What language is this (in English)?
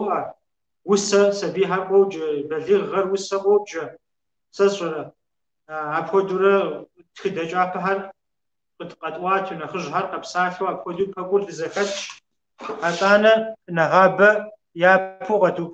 Kabardian